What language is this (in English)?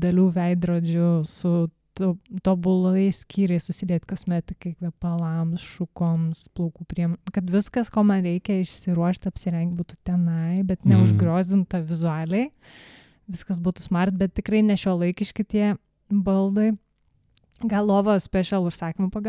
Lithuanian